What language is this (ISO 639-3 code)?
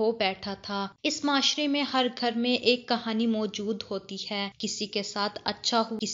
urd